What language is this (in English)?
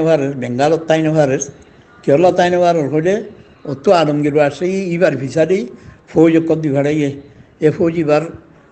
Rohingya